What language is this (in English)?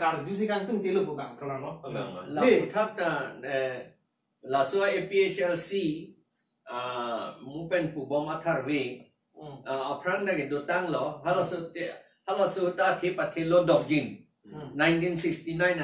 Karbi